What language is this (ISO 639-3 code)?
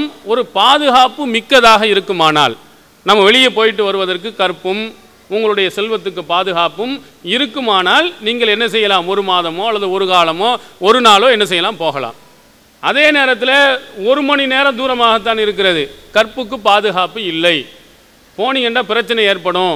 tam